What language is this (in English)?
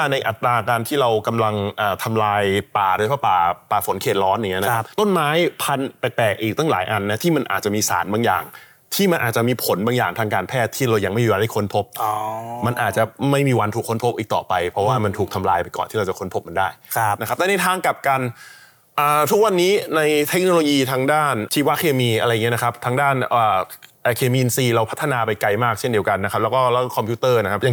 Thai